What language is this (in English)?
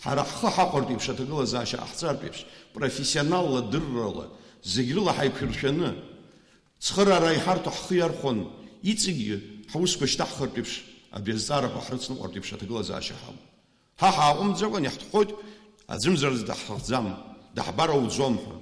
Abkhazian